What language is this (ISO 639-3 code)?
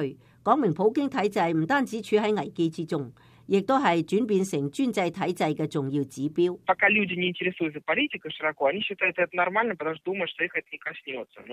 yue